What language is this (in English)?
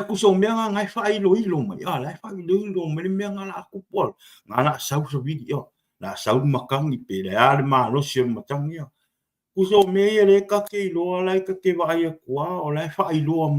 Samoan